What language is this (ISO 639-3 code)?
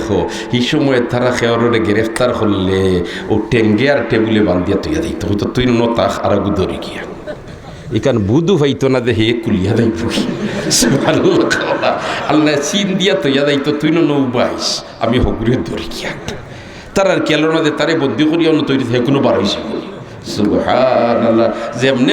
syl